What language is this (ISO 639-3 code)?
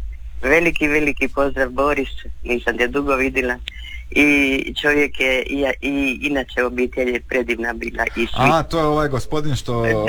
hrv